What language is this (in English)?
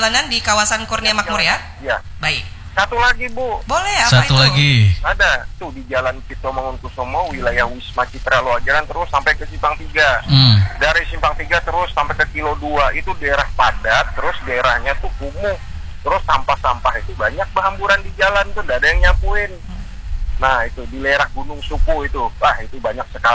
Indonesian